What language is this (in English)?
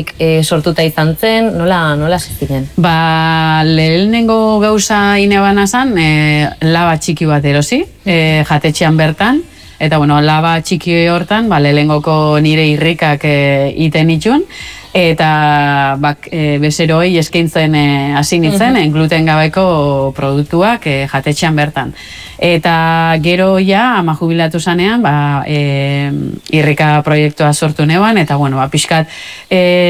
Basque